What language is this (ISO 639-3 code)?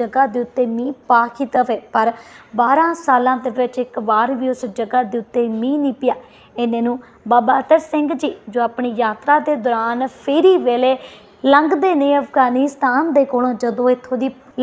pan